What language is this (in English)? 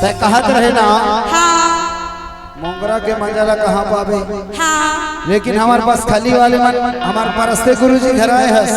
Chhattisgarhi